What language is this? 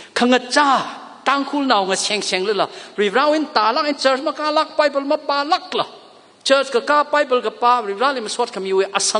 Tangkhul Naga (India)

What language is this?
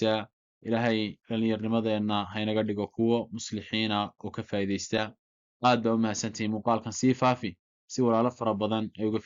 Somali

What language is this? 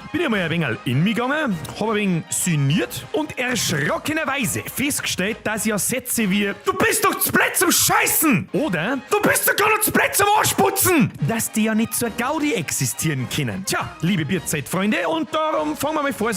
Bavarian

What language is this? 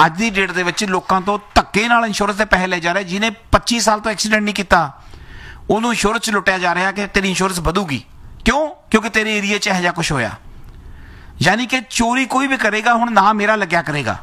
Punjabi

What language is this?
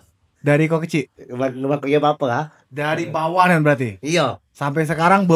Musi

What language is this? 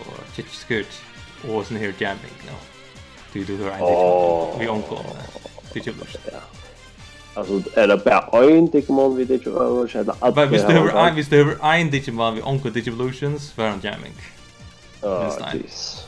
Faroese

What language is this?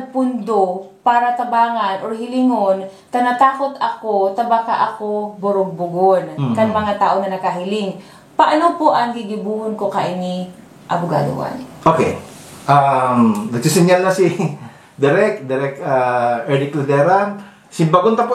Bikol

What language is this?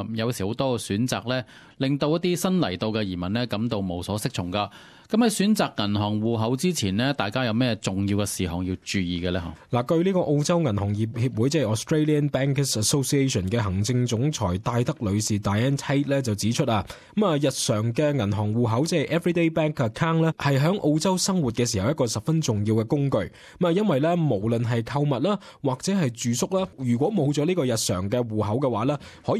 Cantonese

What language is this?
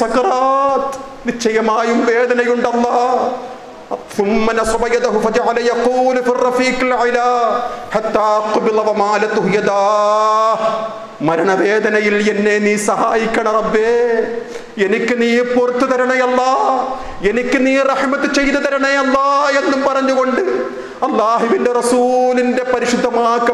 Malayalam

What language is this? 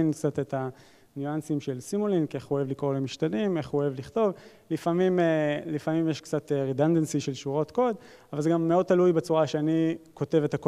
Hebrew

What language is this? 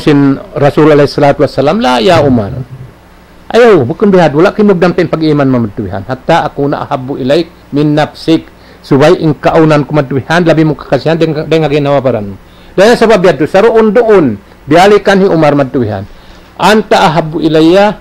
Tausug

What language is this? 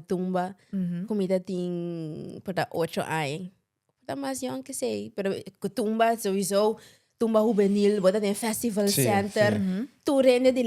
Papiamento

